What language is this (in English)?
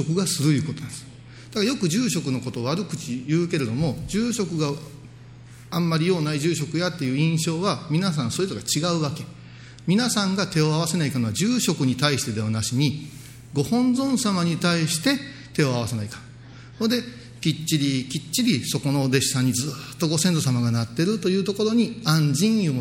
Japanese